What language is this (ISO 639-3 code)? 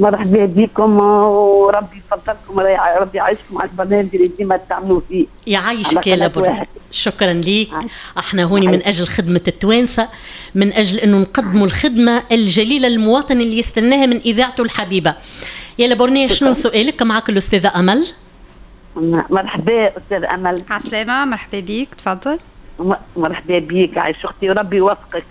aeb